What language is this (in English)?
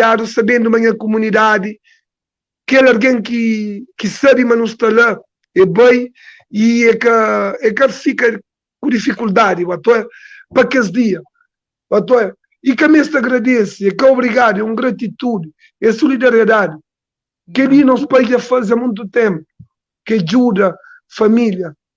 Kabuverdianu